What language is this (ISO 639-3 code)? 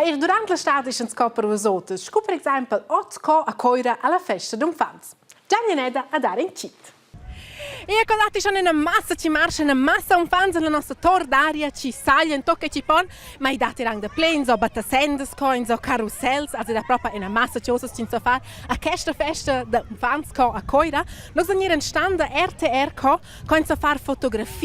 roh